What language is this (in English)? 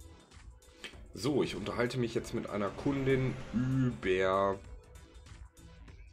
German